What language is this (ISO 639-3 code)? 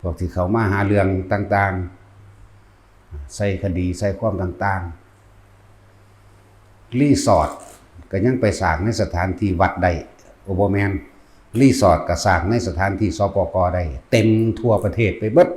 tts